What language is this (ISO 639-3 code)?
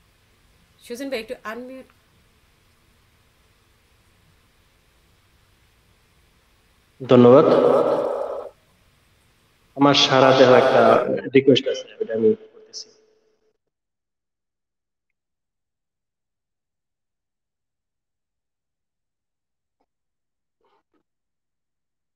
ben